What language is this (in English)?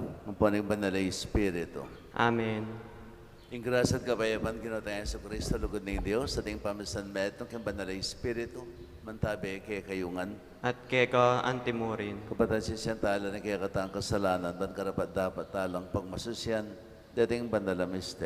Pampanga